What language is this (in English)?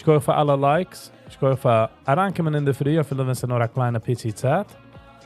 Yiddish